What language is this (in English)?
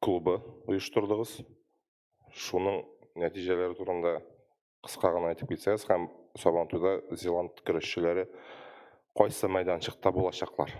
Tatar